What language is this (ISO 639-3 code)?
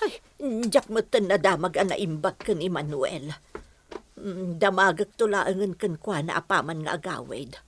ilo